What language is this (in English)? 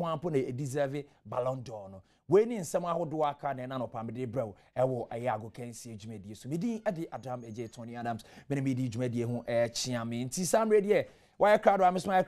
Akan